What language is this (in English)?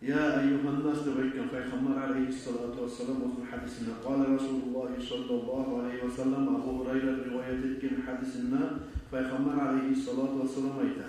Kumyk